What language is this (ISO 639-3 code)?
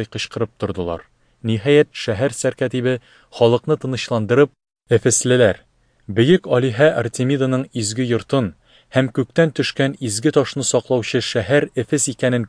tat